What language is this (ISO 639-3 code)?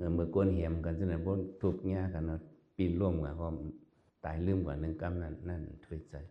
shn